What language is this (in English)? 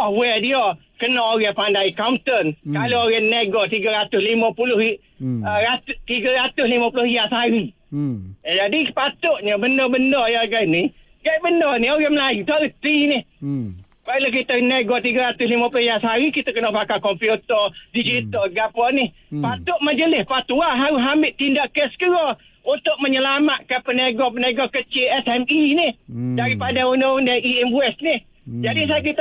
Malay